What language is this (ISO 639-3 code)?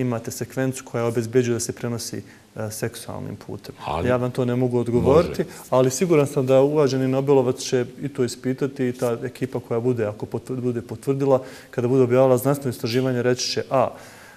bos